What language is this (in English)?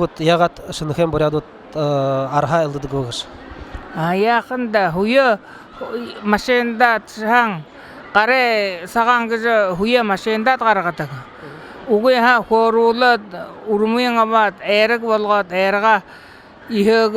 Buriat